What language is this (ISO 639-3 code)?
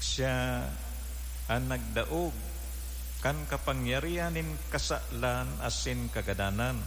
bik